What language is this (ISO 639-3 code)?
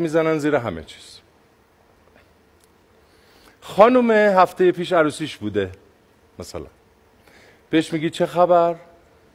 fas